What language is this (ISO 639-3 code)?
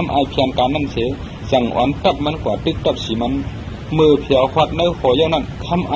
shn